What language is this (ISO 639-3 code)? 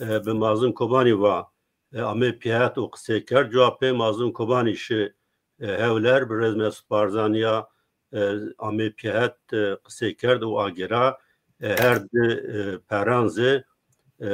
zza